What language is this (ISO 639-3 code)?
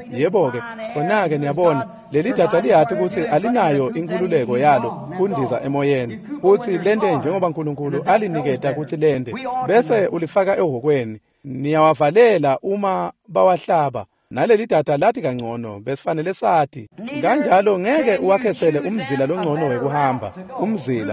ssw